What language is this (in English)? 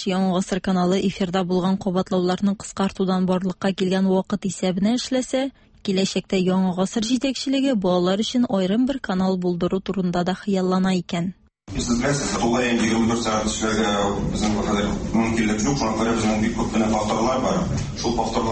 Tatar